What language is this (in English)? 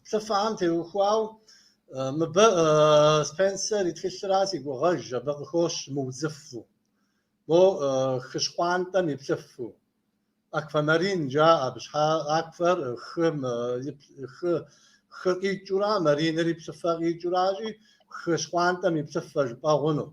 Kabardian